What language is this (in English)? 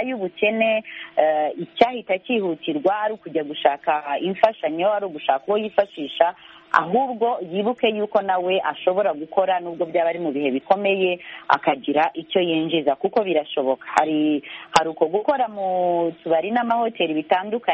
Kinyarwanda